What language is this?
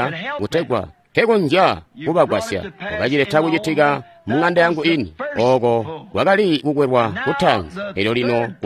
Tonga (Zambia)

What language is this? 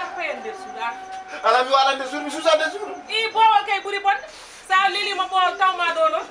Fula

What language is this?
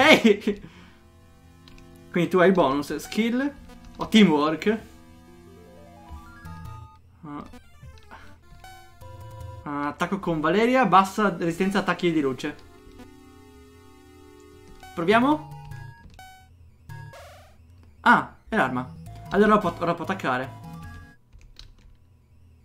Italian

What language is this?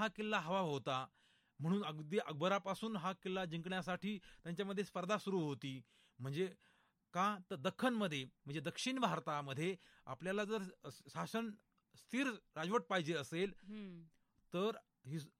Marathi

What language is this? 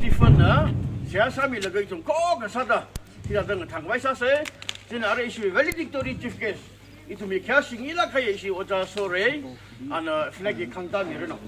Tangkhul Naga (India)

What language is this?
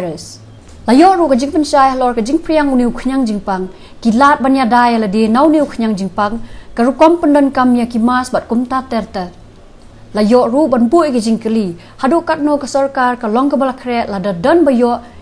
Khasi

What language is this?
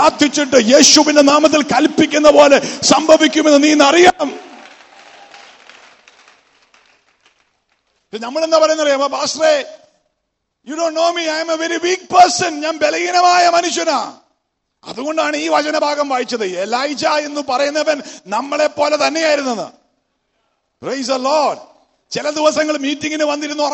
Malayalam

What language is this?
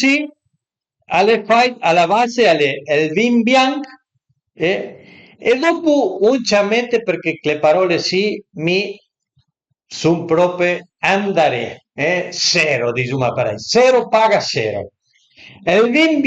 Piedmontese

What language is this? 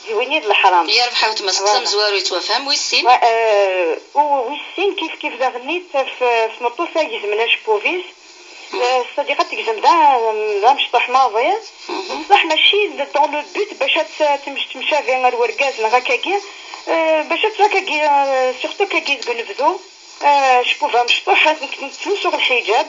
Kabyle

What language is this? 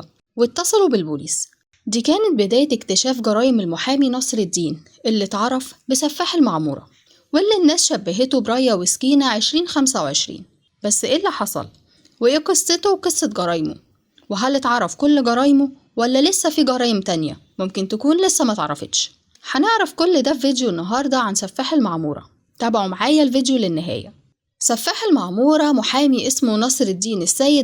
Egyptian Arabic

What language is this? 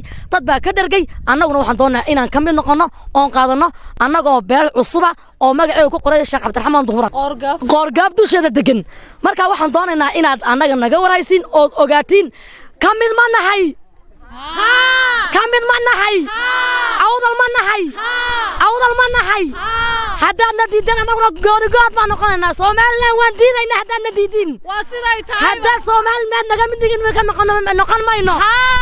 Somali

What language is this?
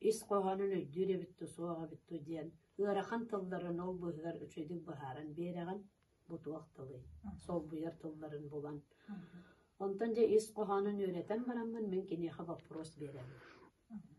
Yakut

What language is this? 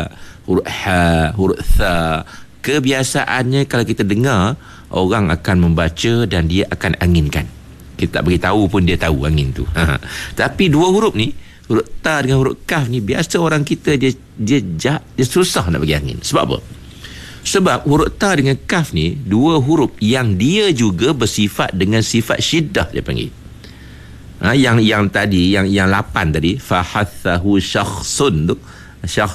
Malay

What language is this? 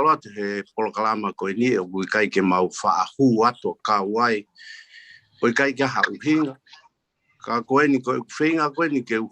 Tongan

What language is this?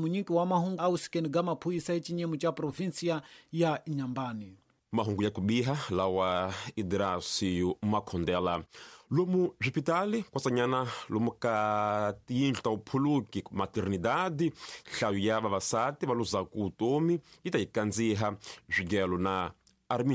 Tsonga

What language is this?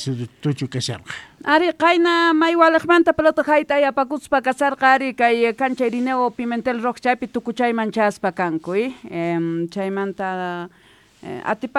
Quechua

